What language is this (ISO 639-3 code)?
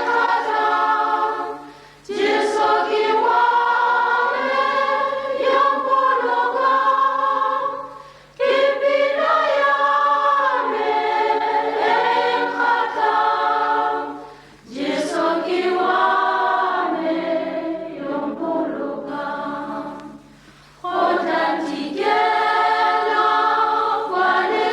tsn